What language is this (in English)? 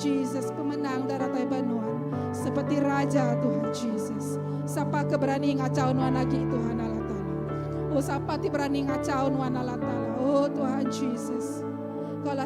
Iban